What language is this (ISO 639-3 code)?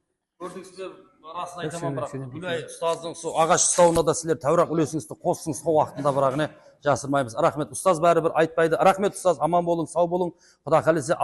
kaa